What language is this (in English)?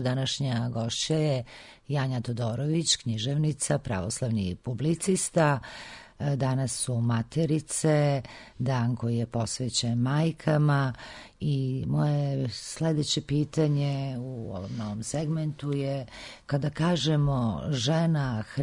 Serbian